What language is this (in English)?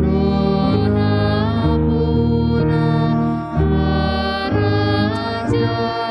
Batak Toba